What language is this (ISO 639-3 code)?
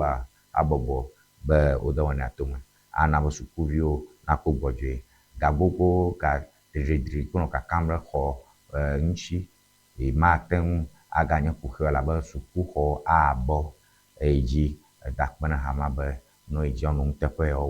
ewe